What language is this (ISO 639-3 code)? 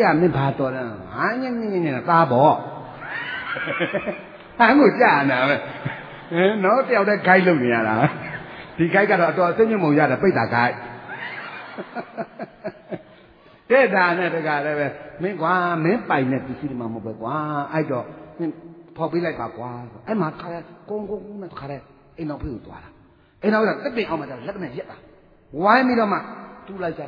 mya